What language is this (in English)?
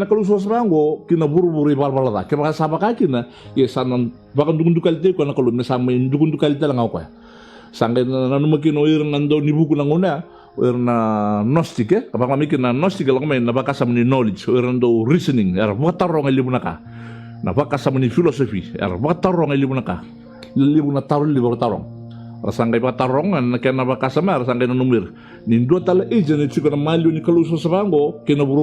Fijian